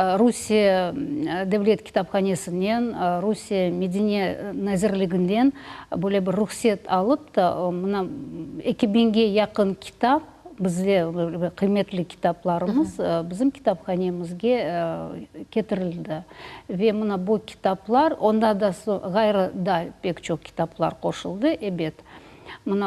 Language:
Crimean Tatar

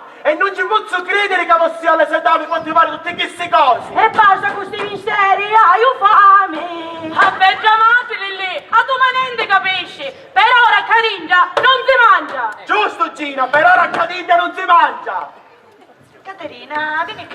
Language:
Sicilian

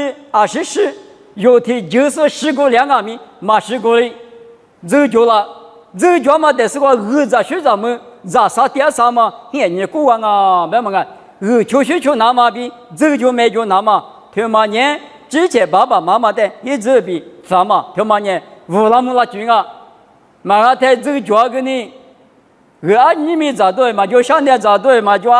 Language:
Lisu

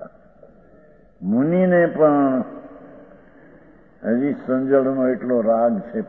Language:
Gujarati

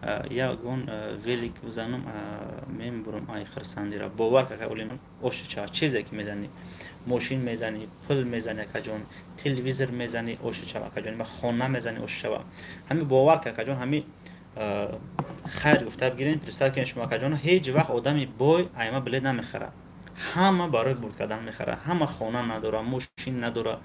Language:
Tajik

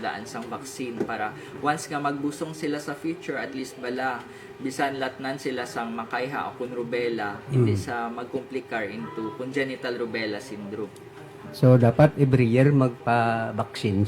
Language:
Hiligaynon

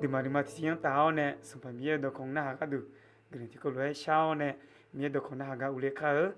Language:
Akha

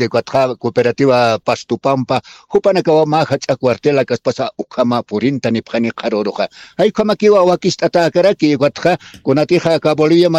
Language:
Aymara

